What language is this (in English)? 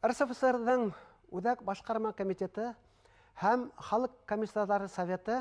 Bashkir